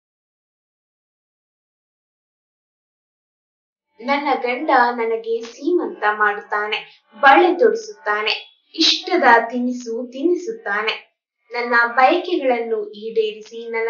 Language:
Kannada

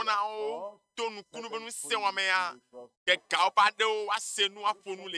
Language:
Ewe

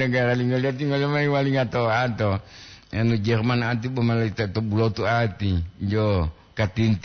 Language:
Gorontalo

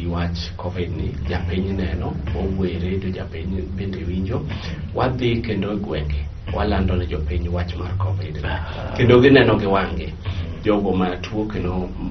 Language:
Luo (Kenya and Tanzania)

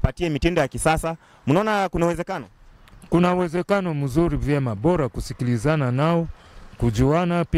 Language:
Swahili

